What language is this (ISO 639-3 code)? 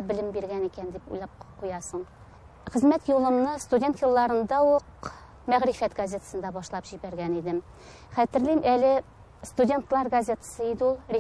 tat